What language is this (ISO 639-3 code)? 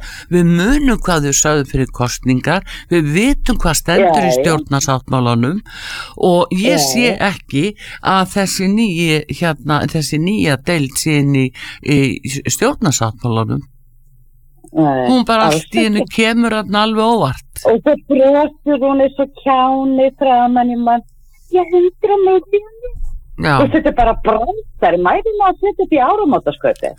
isl